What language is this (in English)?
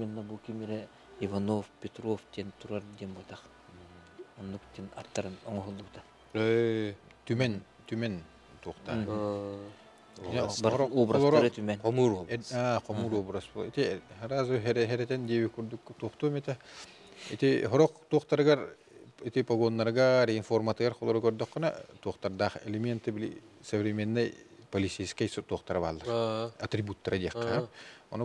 Yakut